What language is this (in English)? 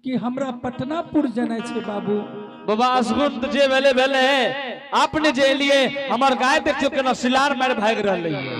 Angika